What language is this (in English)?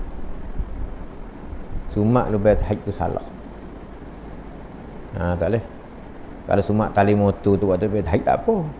Malay